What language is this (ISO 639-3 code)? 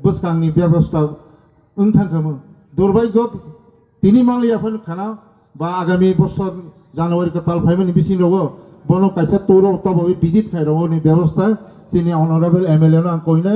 ria